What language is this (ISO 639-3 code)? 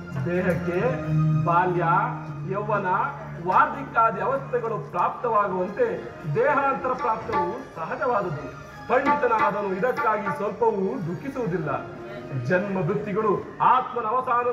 kan